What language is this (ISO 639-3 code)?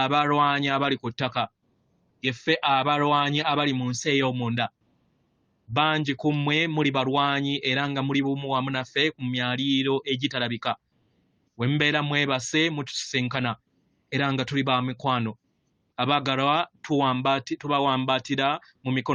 lug